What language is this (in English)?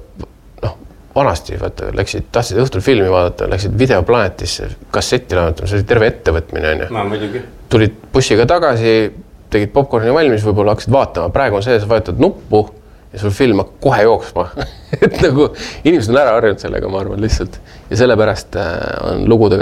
Estonian